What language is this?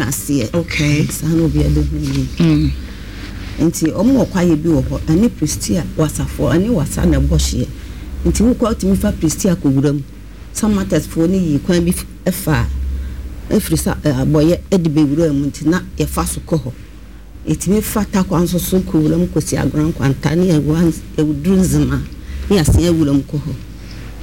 Akan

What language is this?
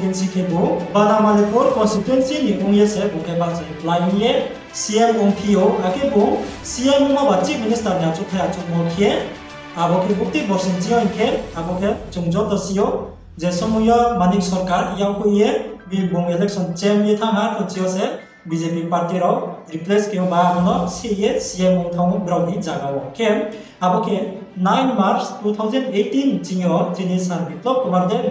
Riang (India)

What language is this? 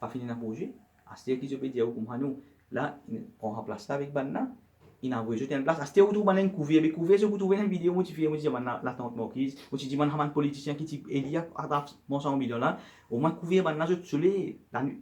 Morisyen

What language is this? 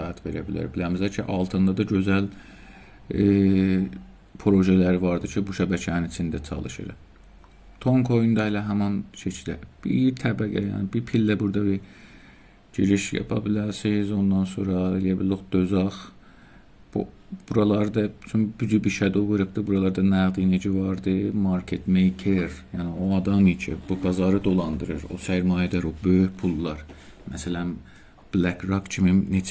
South Azerbaijani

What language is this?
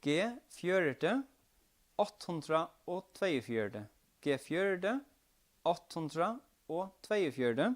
Faroese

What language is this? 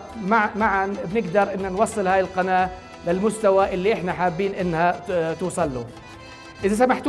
North Levantine Arabic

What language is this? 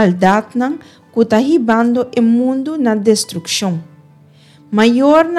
Papiamento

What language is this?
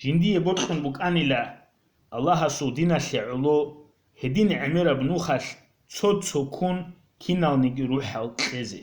Avaric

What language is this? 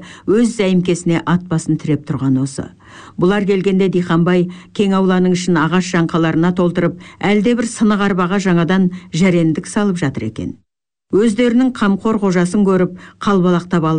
Kazakh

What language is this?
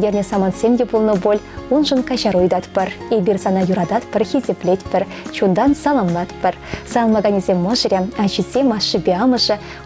Chuvash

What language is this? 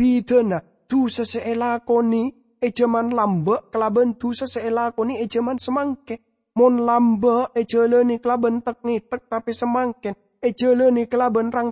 Madurese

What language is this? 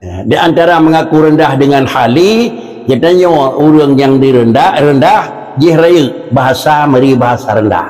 Achinese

